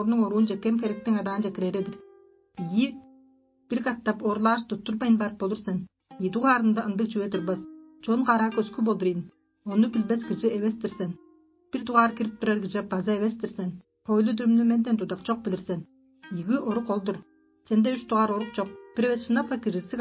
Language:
Tuvinian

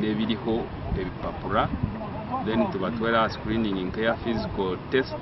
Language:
Nyankole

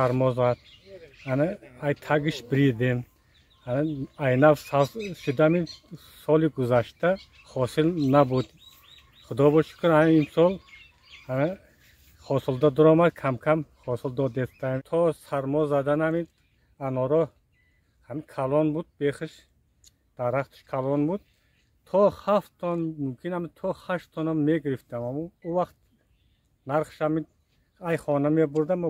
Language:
Tajik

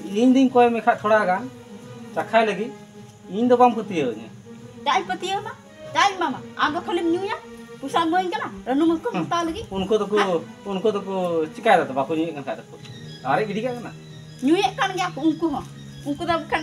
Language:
Santali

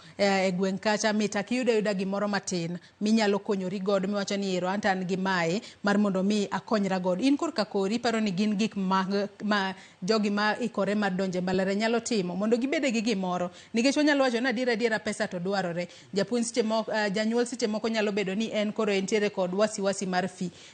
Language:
Luo (Kenya and Tanzania)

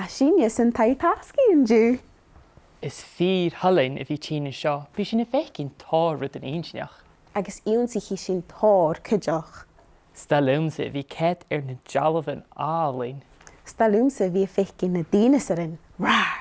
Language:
Scottish Gaelic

